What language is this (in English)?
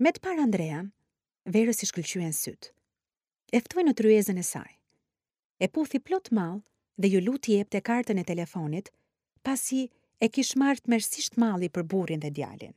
Albanian